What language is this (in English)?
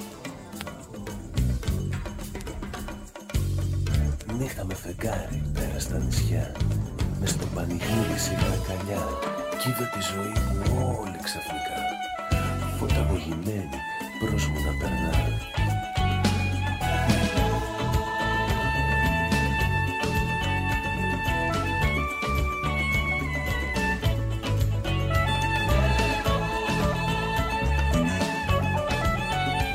Greek